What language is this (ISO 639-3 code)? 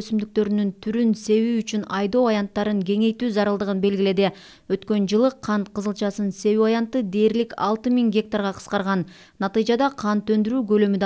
kir